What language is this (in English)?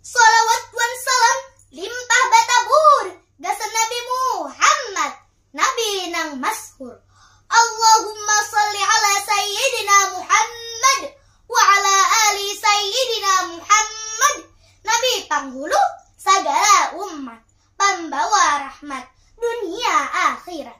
Banjar